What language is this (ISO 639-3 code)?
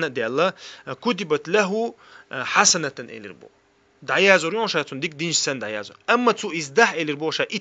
che